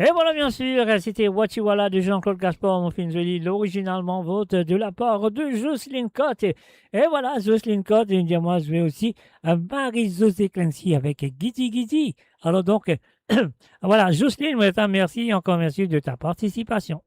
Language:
Morisyen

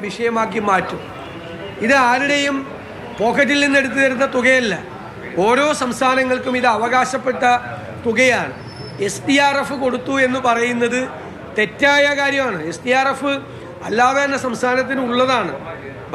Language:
Malayalam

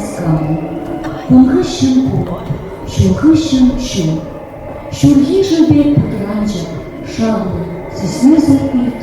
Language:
Chuvash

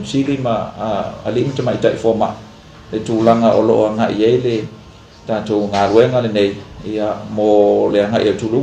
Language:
Samoan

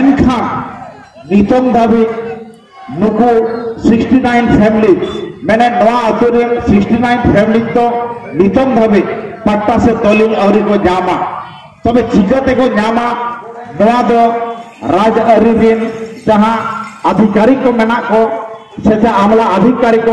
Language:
Santali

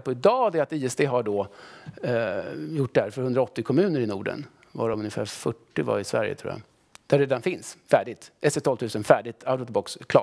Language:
Swedish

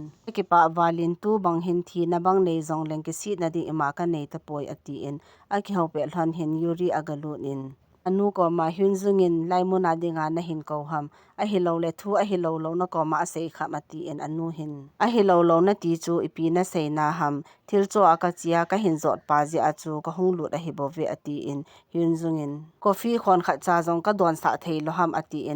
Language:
Thado Chin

